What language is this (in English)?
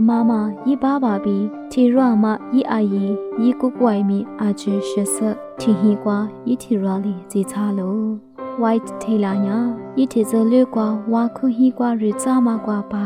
Lisu